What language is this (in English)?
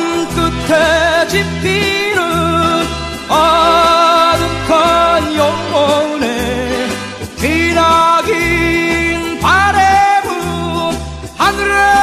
Korean